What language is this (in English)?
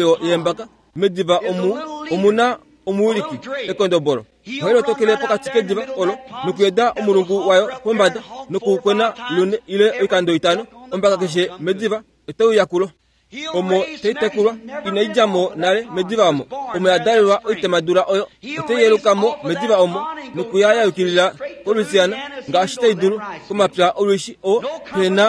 Kuanyama